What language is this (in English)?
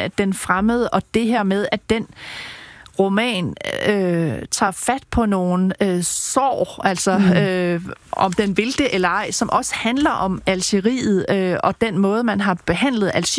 Danish